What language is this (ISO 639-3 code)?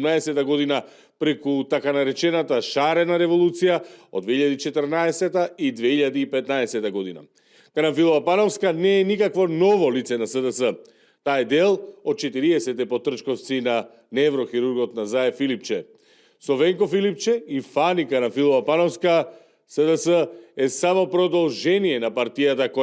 mkd